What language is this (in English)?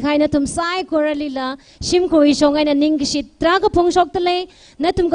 Tangkhul Naga (India)